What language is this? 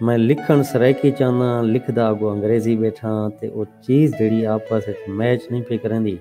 Saraiki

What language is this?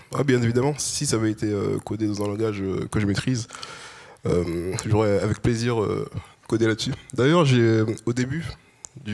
French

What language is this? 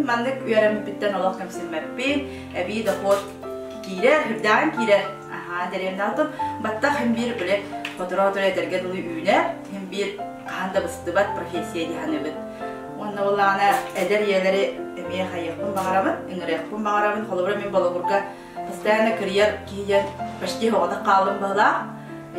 Yakut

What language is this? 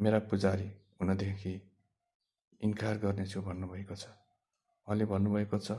Nepali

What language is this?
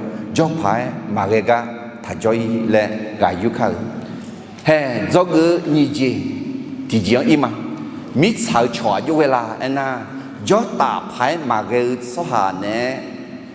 Akha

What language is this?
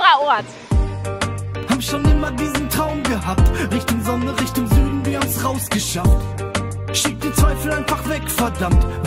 German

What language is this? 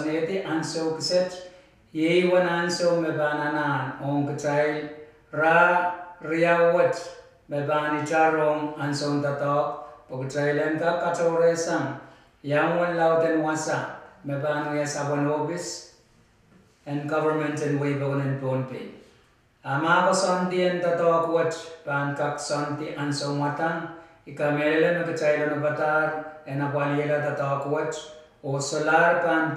Pohnpeian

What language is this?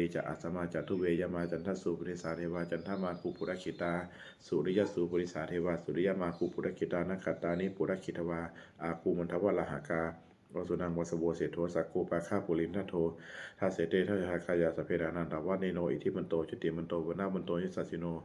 Pali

